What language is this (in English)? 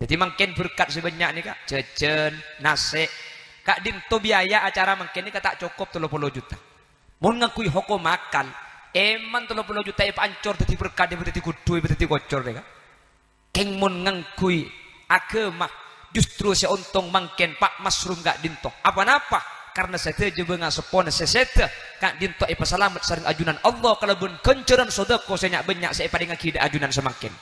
Madurese